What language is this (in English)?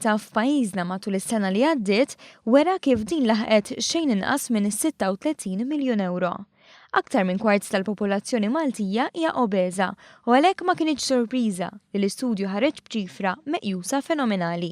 Maltese